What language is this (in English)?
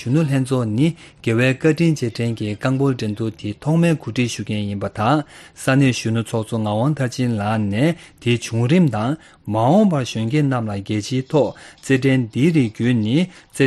Tibetan